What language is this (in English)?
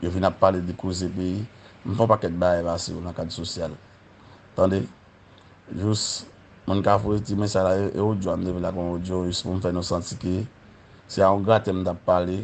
Haitian Creole